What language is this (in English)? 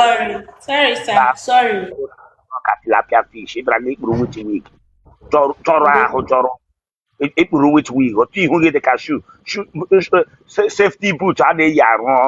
Igbo